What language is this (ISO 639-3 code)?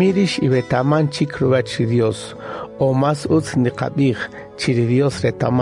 cak